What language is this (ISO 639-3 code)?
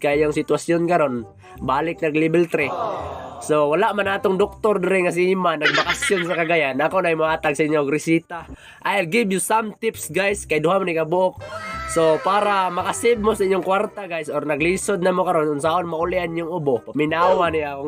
ceb